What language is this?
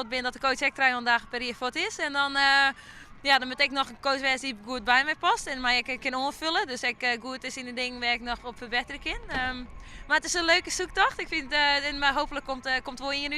Western Frisian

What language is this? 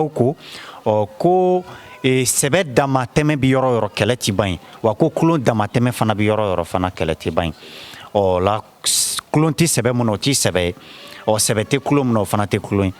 Bambara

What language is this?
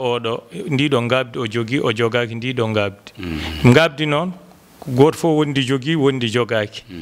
Fula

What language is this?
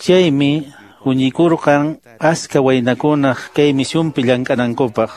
Quechua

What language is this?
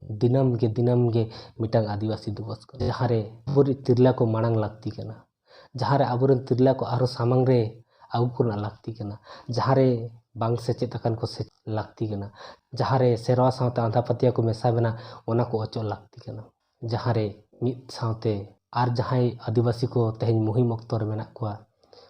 Santali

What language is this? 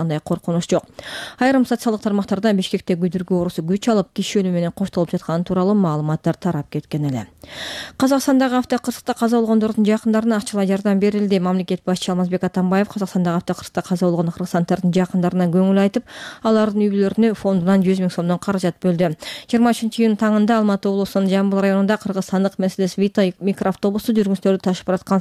Kyrgyz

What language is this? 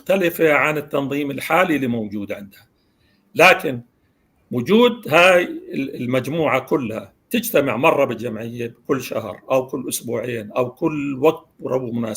North Levantine Arabic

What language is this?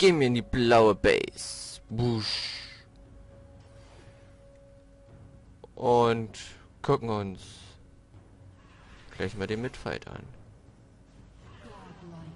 German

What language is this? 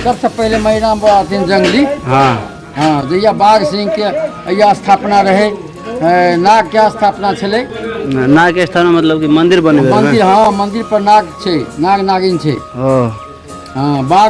Maithili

